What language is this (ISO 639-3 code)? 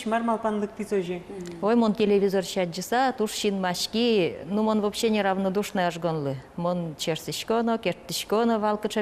udm